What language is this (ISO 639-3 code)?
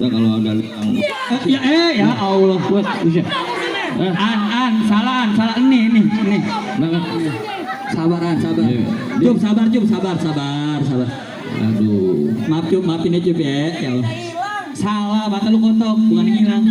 bew